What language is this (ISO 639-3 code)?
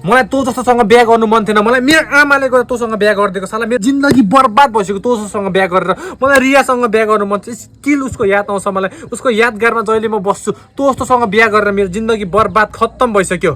nep